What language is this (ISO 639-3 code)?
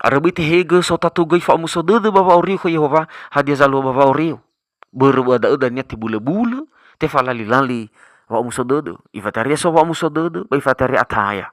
nia